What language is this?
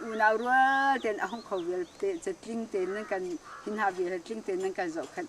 Hakha Chin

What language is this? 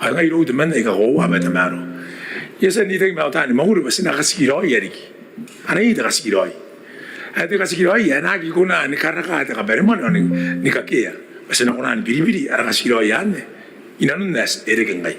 Gilbertese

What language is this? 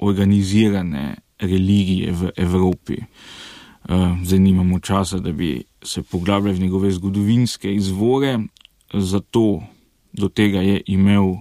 Slovenian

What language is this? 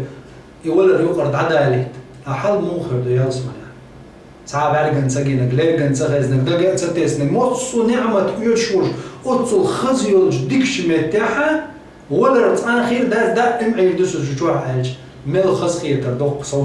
Chechen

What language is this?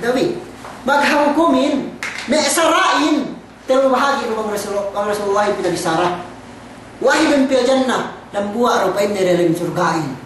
Yakan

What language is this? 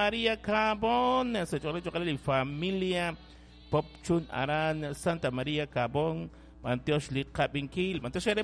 Kekchí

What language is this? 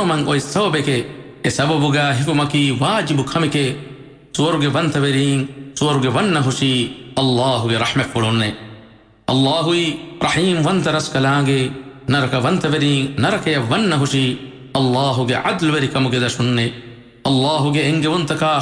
Divehi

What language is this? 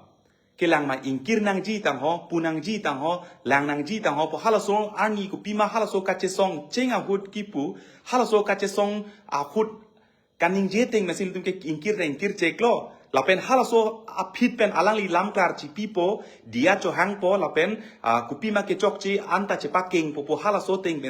Karbi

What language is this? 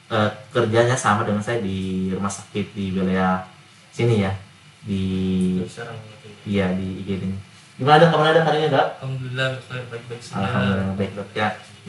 Indonesian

